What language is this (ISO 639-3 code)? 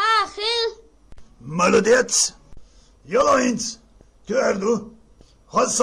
che